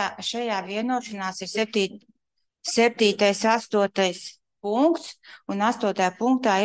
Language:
Latvian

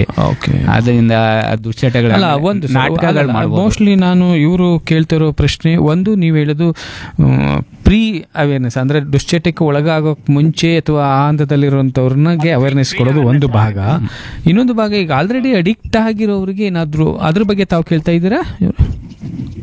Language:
Kannada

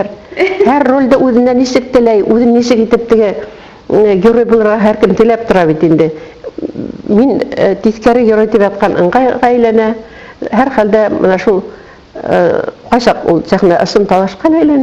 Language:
Bashkir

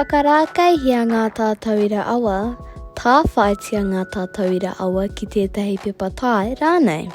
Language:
Māori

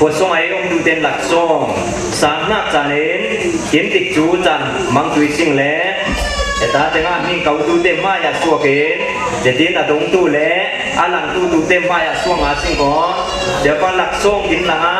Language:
Falam Chin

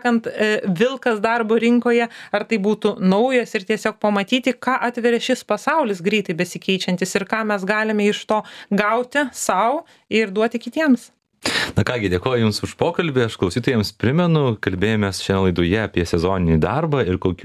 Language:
Lithuanian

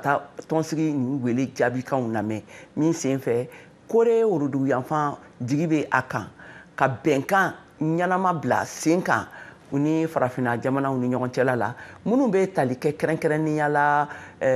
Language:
Bambara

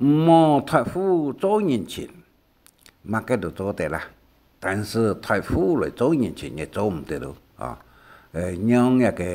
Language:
Hakka Chinese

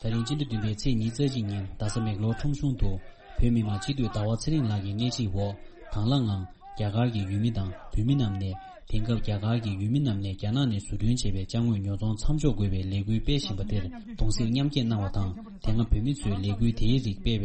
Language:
Tibetan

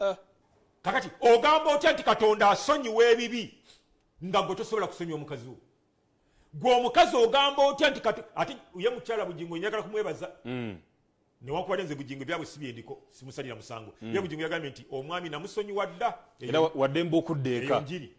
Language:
Ganda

